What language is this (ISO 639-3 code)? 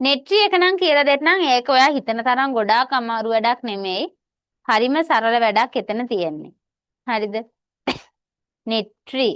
sin